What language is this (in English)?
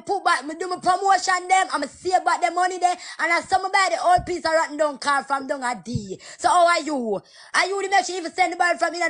Jamaican Creole English